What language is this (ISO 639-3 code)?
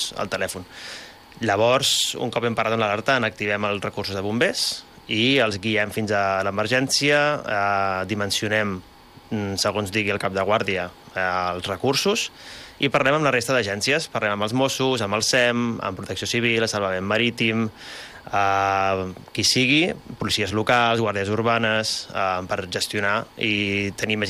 cat